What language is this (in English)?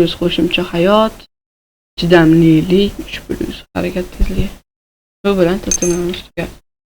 Uzbek